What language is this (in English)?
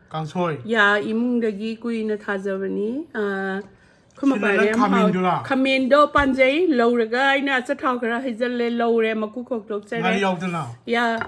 Manipuri